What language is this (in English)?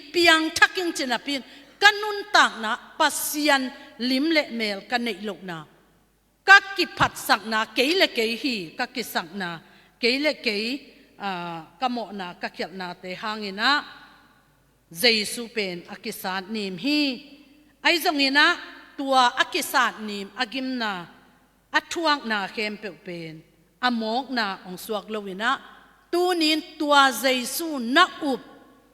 Tedim Chin